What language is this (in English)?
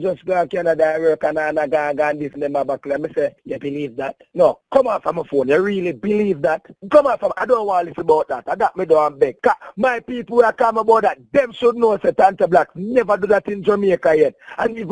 Jamaican Creole English